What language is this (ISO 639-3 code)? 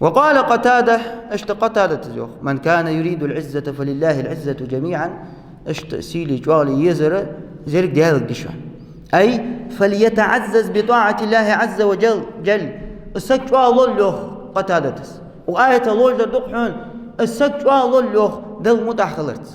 inh